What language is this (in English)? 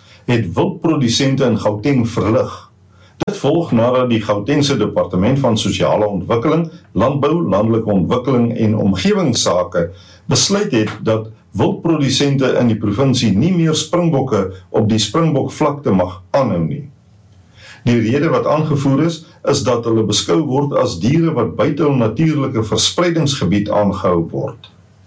Afrikaans